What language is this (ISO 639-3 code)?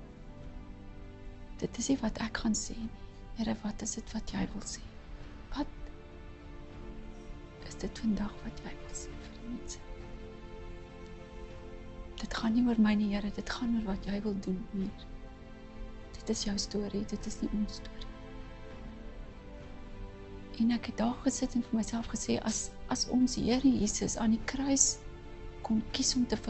afr